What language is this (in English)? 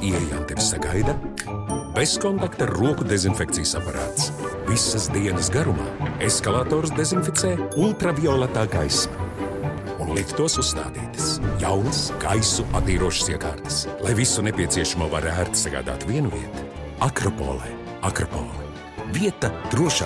Latvian